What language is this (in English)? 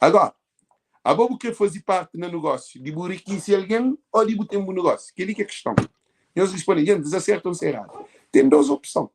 Kabuverdianu